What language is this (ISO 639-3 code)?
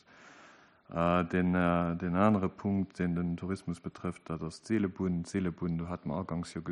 ltz